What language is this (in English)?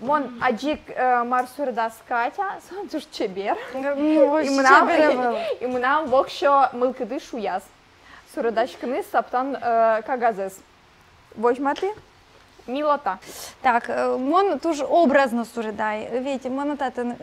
Udmurt